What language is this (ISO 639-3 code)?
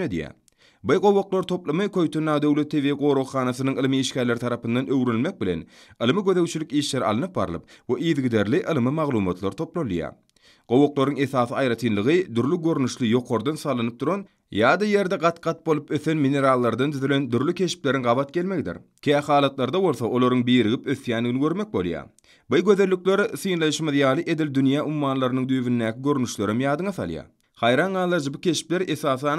tuk